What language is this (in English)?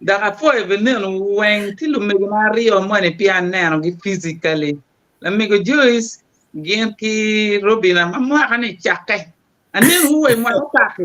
Acoli